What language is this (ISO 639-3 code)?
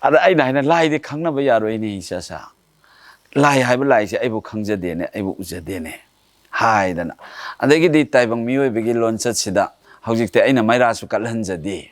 mni